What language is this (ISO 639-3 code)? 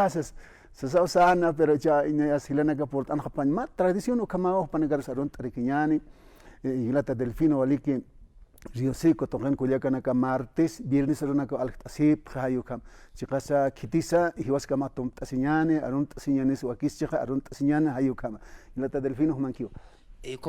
aym